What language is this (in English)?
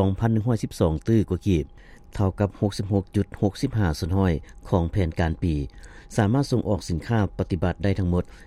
Lao